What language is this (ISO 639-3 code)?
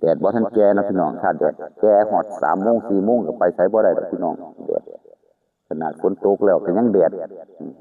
tts